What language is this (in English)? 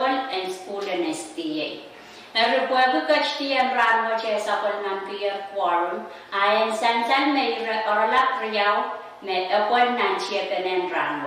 Pohnpeian